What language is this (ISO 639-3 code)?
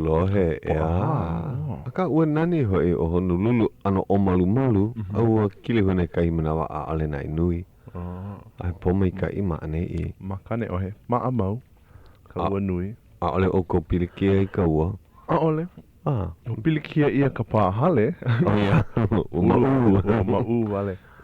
haw